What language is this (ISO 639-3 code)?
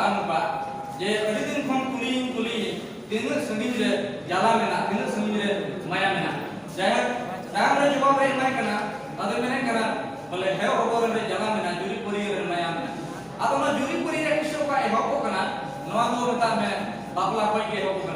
sat